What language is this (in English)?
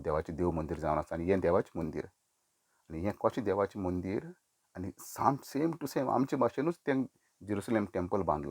Konkani